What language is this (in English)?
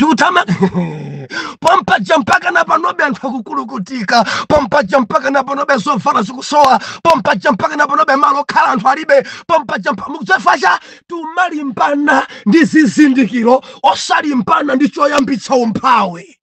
Nyanja